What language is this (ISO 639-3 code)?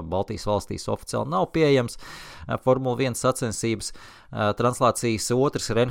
lav